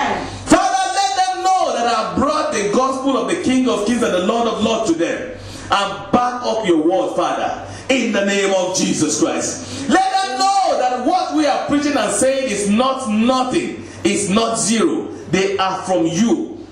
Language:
English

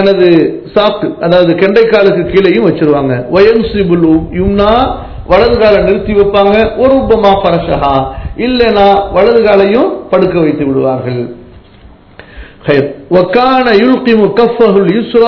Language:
Tamil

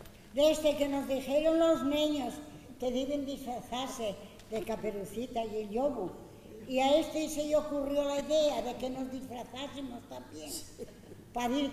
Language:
Asturian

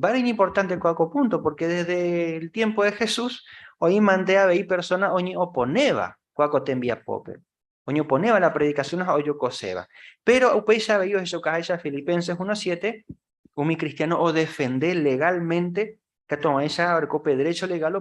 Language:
Guarani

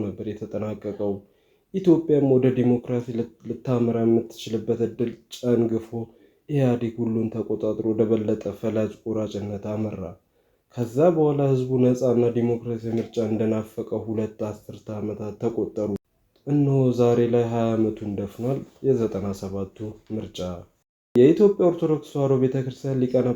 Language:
Amharic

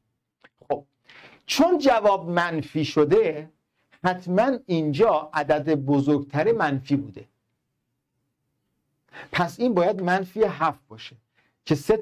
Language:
Persian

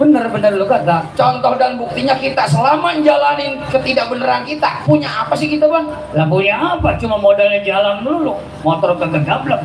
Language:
Betawi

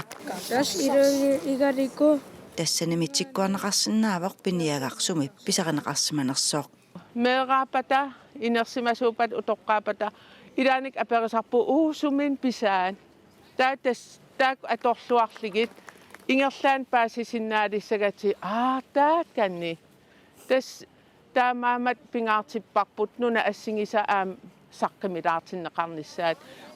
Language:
Kalaallisut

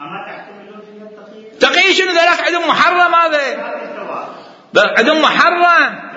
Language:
Mesopotamian Arabic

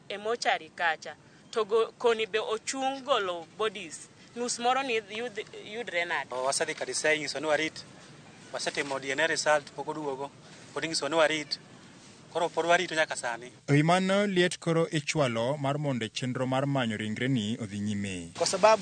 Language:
Luo (Kenya and Tanzania)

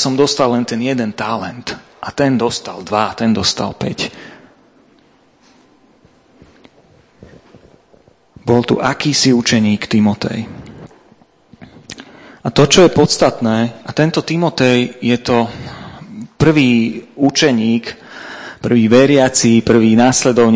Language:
Slovak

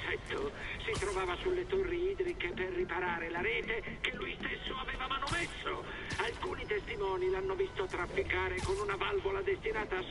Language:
Italian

